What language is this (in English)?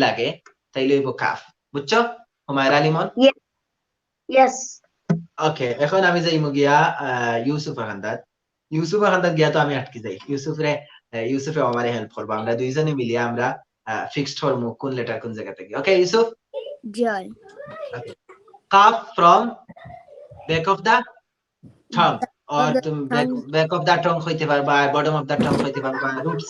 Sylheti